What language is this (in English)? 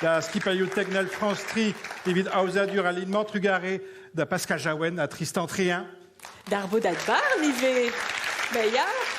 Breton